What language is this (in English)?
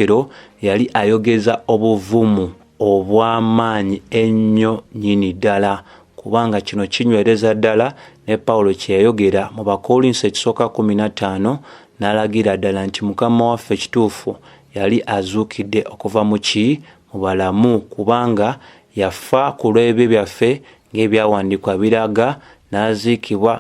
Ganda